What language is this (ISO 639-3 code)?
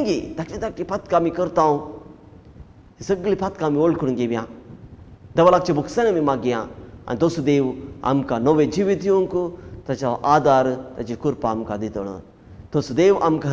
kok